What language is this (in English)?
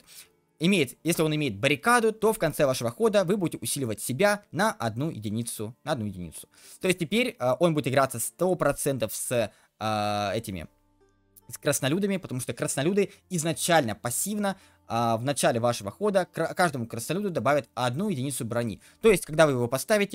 Russian